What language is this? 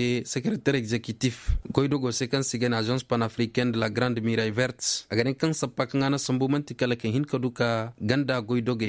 Koyraboro Senni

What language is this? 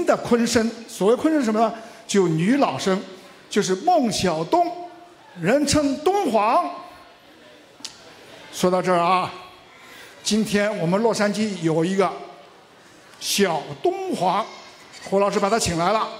Chinese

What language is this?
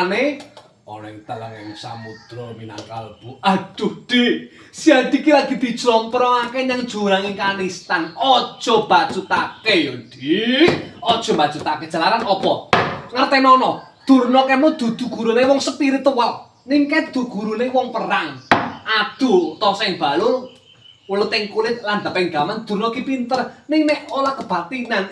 Javanese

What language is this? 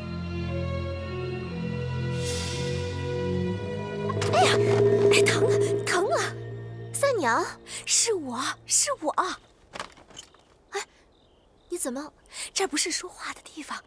Chinese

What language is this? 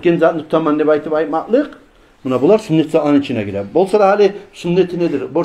Kumyk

